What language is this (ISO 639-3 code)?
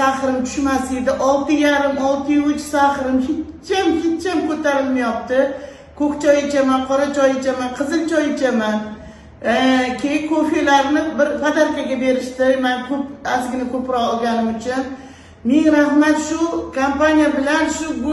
uzb